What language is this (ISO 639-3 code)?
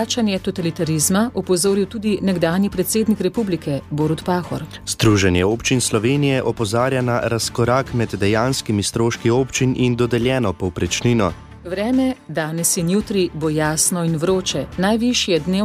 slv